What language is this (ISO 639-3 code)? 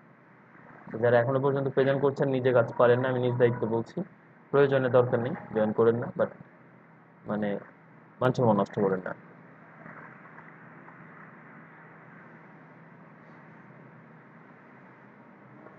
ben